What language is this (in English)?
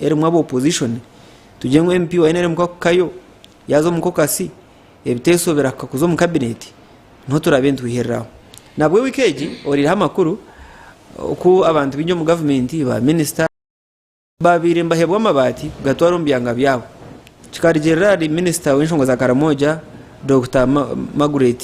Nyankole